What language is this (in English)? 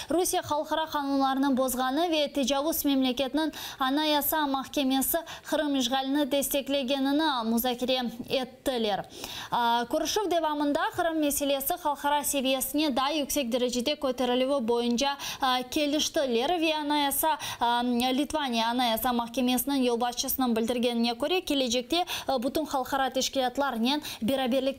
Crimean Tatar